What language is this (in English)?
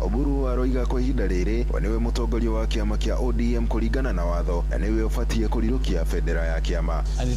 Kikuyu